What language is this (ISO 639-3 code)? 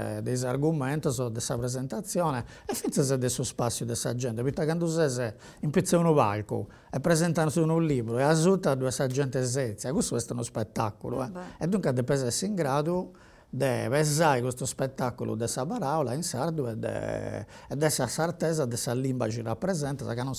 srd